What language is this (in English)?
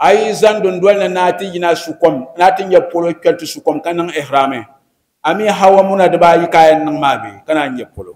Dagbani